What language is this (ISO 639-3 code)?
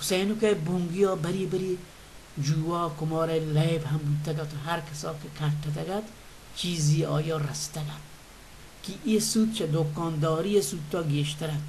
bal